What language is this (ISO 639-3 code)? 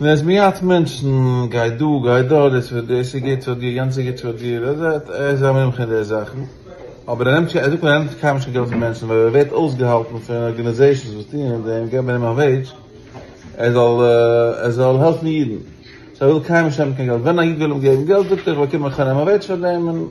yid